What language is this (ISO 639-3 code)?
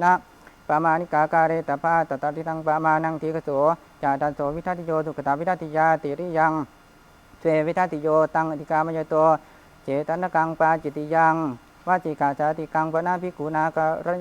pli